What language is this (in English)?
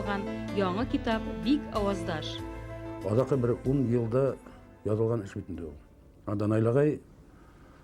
Bashkir